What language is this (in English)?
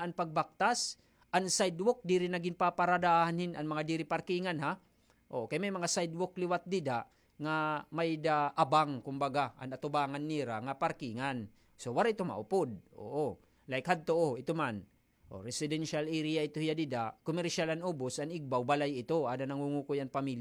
Waray